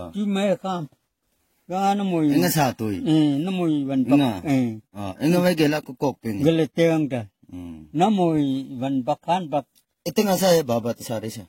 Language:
Naga Pidgin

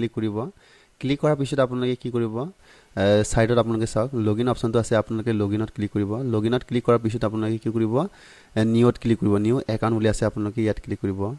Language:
Assamese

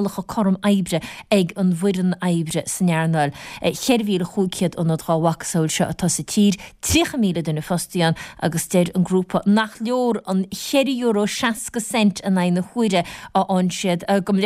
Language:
Irish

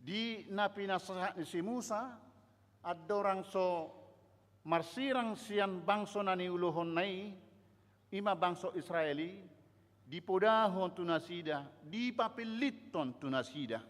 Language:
Batak Toba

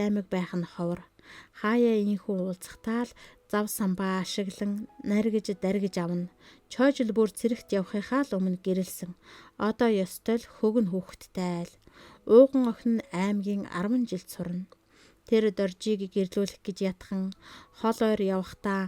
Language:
Mongolian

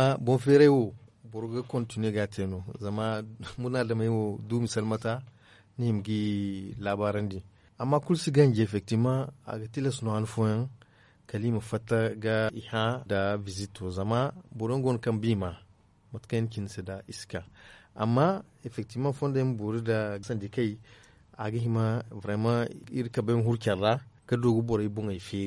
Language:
Zarma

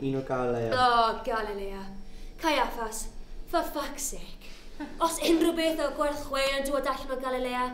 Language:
Welsh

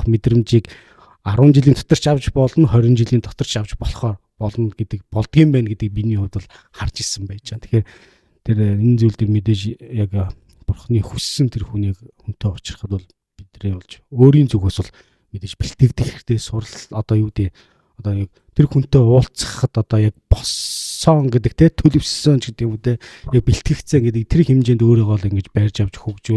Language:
Mongolian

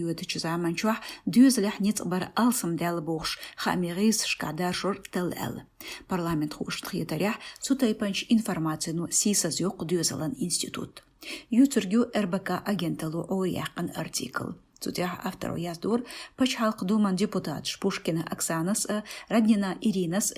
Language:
Chechen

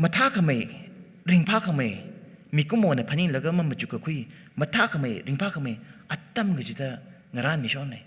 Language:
Tangkhul Naga (India)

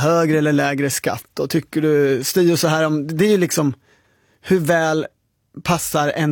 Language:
Swedish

